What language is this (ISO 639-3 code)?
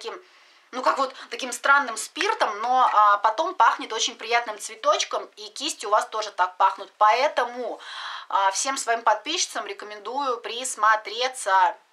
rus